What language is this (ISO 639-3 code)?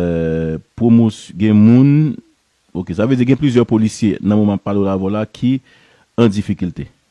hat